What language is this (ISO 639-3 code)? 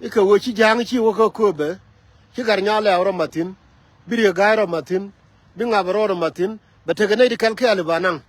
nus